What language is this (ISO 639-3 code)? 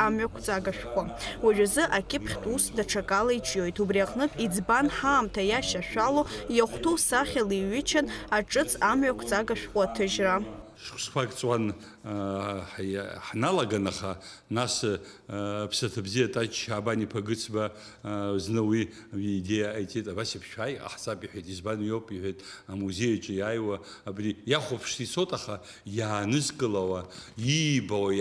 abk